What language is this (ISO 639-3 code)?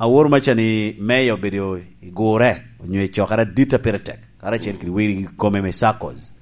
laj